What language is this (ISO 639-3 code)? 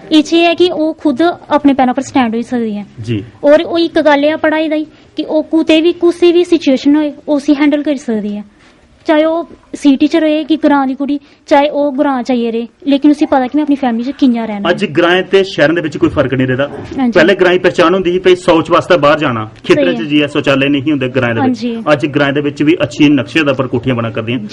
doi